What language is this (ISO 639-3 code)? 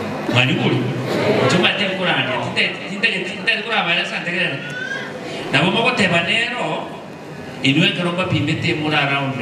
guz